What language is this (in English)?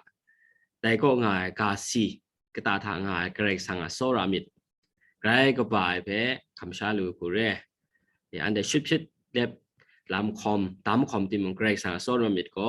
Kachin